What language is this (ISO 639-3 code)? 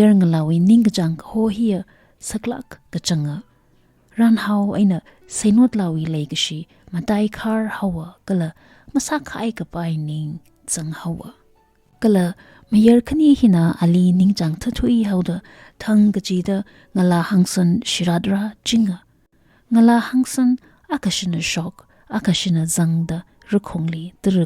nmf